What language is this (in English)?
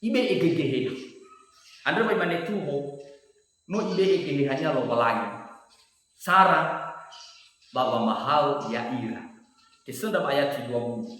Nias